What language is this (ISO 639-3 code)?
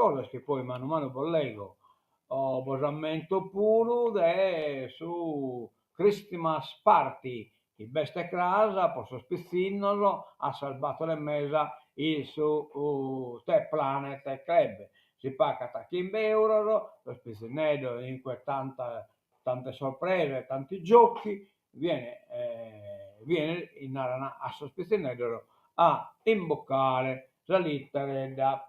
srd